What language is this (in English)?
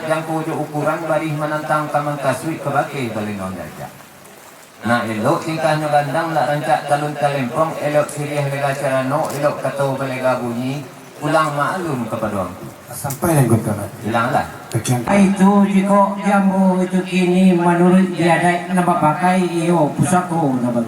Minangkabau